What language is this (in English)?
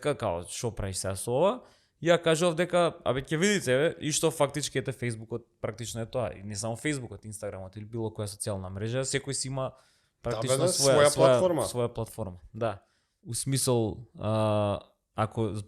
Macedonian